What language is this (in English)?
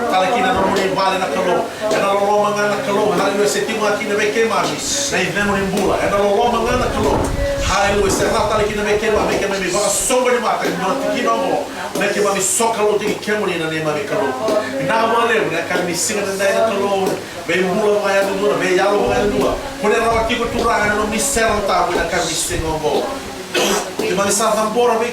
Fijian